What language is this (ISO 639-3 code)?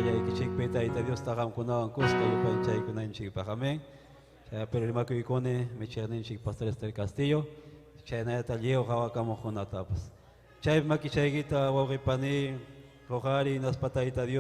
quy